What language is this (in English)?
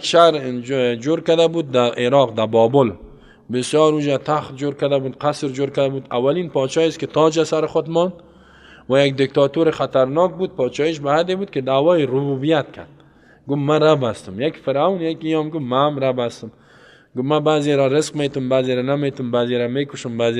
Persian